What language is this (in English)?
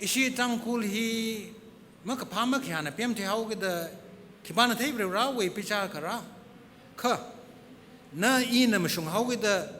Tangkhul Naga (India)